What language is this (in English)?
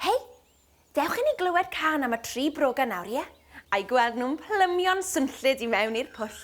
Welsh